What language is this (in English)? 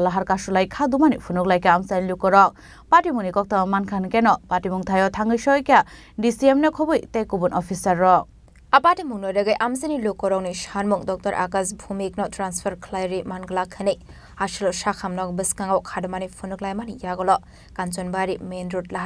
Kok Borok